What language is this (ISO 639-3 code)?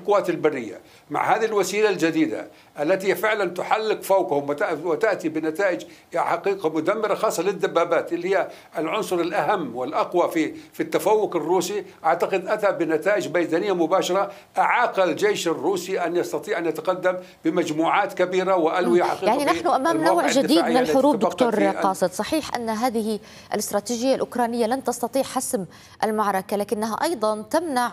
ara